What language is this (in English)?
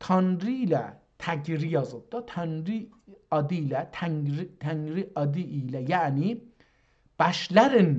South Azerbaijani